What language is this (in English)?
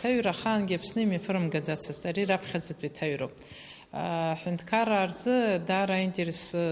Abkhazian